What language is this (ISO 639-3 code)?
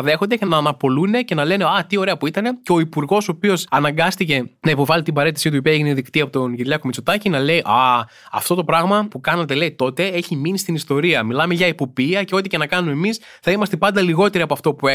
ell